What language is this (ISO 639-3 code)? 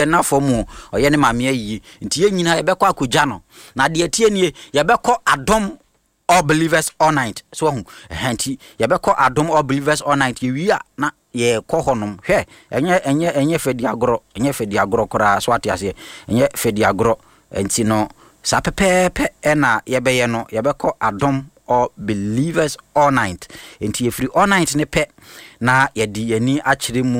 aka